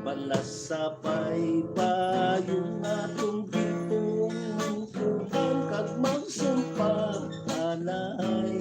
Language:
Hiligaynon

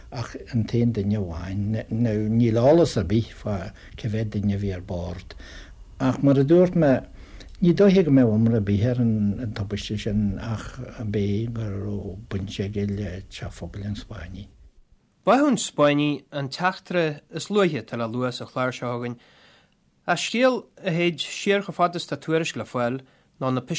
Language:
Irish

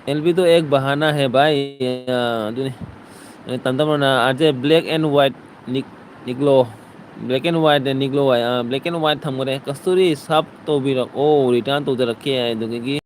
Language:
Manipuri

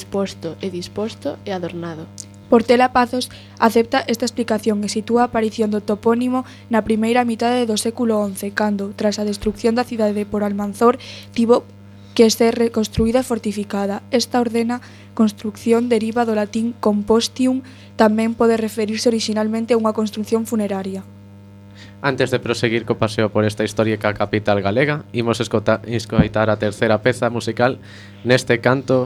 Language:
Galician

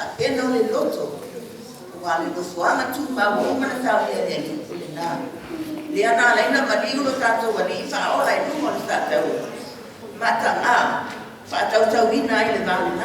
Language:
Samoan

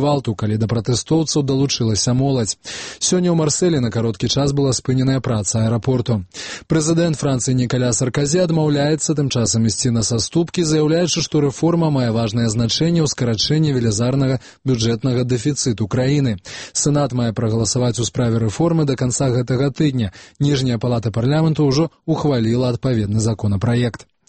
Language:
Belarusian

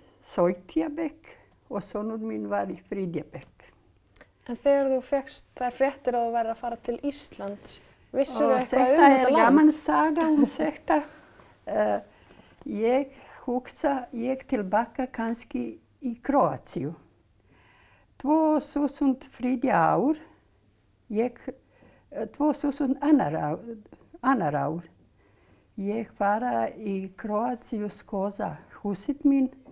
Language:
Icelandic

